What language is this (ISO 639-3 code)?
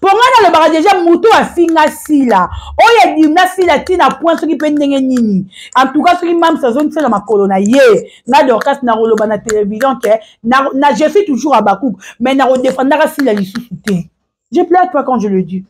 lin